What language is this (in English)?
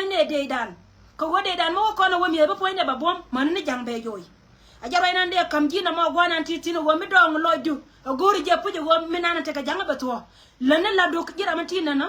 Nuer